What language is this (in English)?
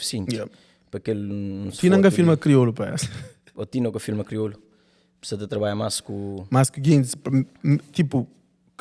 Kabuverdianu